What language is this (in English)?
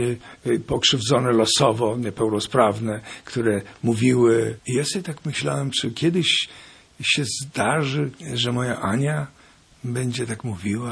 Polish